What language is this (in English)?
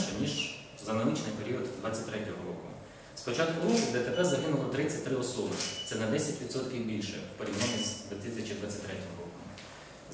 Ukrainian